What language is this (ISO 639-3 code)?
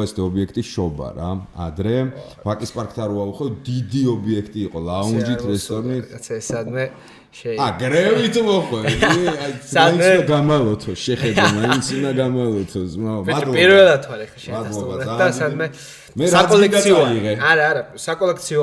kat